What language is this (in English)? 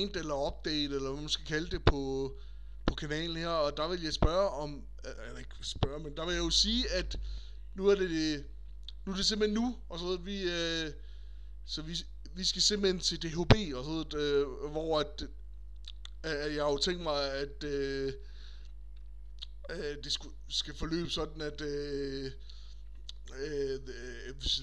Danish